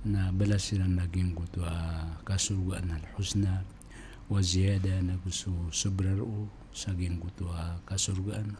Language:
Maranao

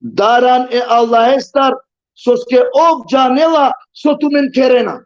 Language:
Balkan Romani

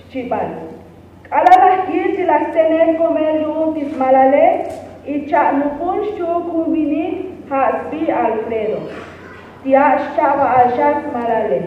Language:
Tzotzil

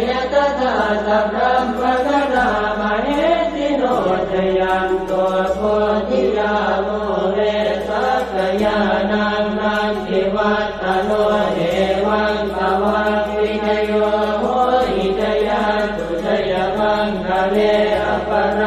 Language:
Pali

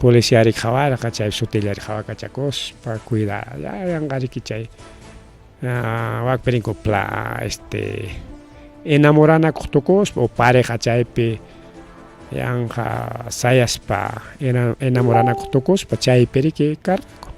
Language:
Ayacucho Quechua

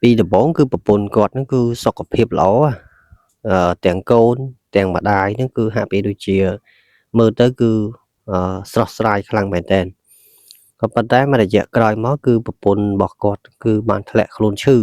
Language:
Khmer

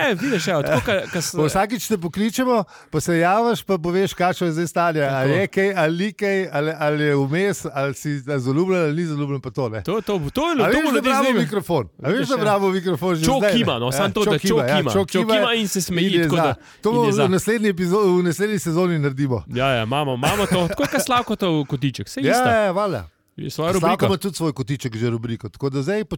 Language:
Slovenian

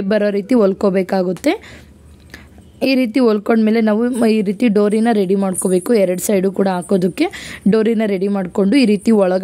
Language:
Kannada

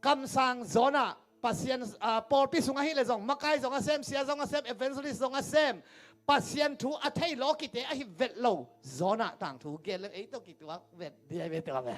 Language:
Tedim Chin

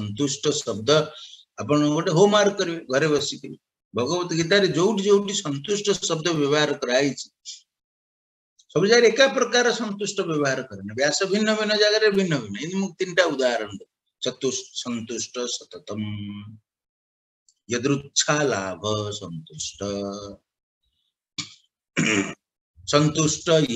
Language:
Odia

